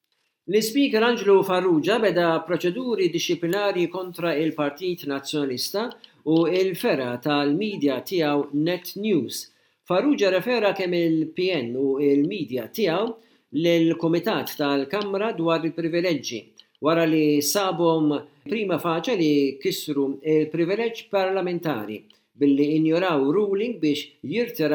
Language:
Maltese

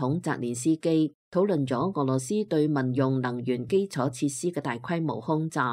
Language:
Cantonese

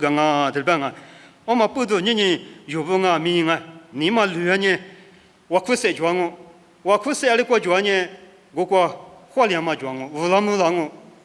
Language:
Lisu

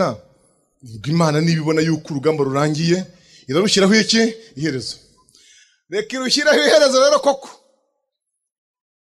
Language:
Kinyarwanda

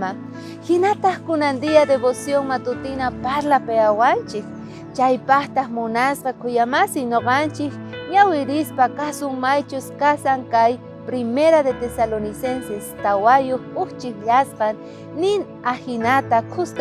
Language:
South Bolivian Quechua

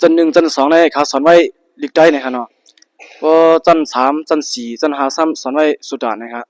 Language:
Shan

